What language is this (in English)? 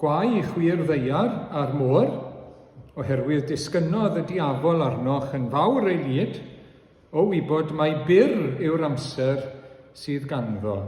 Welsh